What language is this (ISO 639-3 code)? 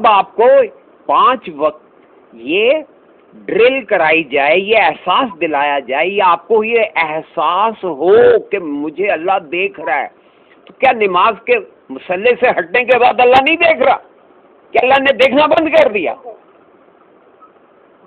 urd